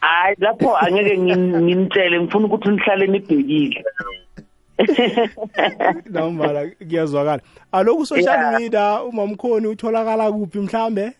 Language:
South Ndebele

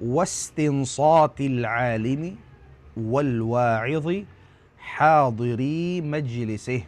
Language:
Tausug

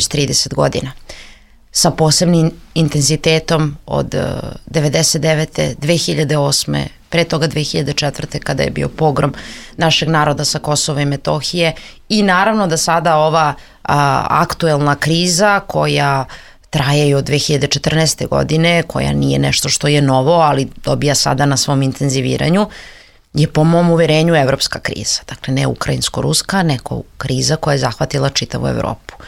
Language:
Serbian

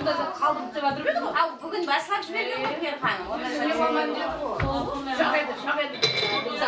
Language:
Kara-Kalpak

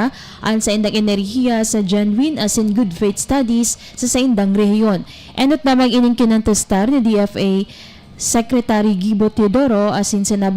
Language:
Bikol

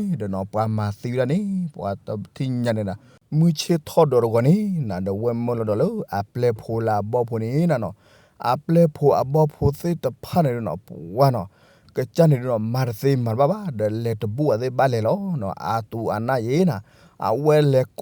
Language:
S'gaw Karen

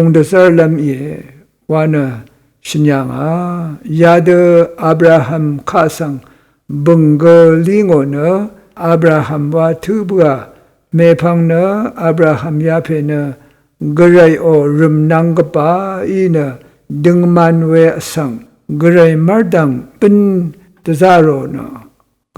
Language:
Rawang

